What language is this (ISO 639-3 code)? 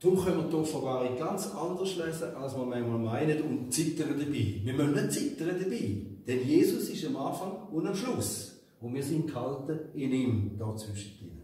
gsw